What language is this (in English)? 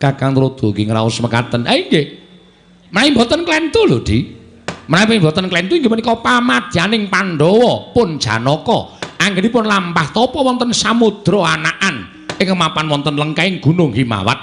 Javanese